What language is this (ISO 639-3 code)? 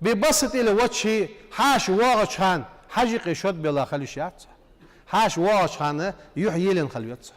inh